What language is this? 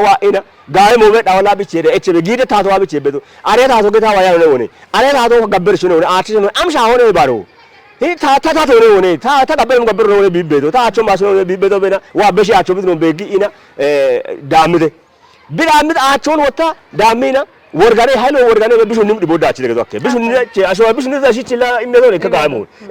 Kafa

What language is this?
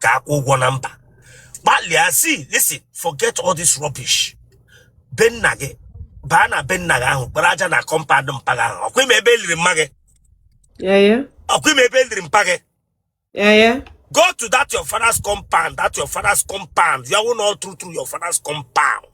Igbo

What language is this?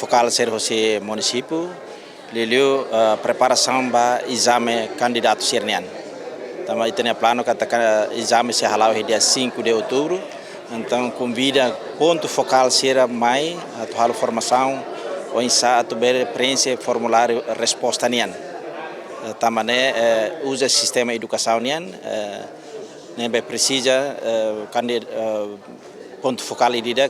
Tetum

